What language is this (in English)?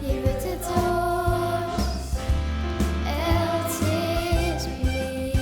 Western Frisian